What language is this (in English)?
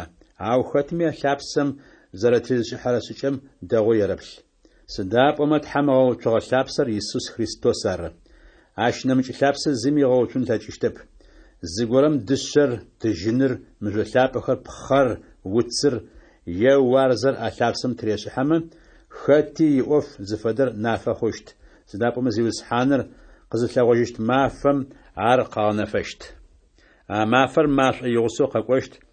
Adyghe